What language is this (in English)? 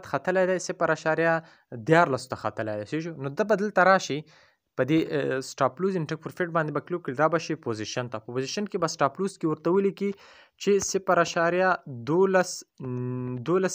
Pashto